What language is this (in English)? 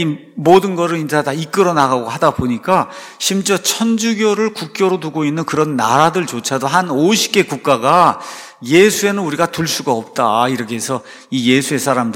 Korean